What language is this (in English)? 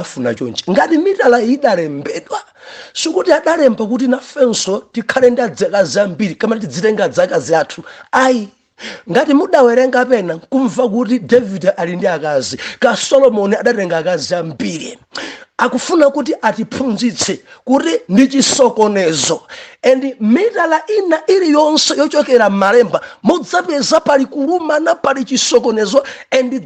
Nyanja